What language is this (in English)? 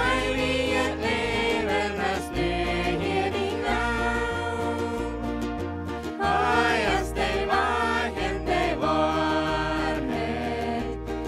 Plautdietsch